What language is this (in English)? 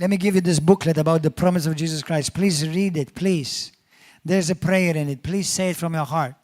English